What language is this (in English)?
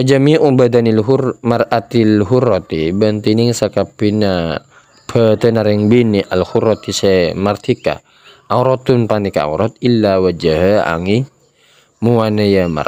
Madurese